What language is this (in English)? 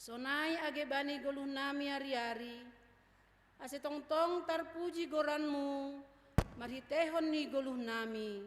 Batak Simalungun